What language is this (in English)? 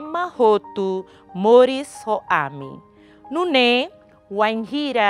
Tetum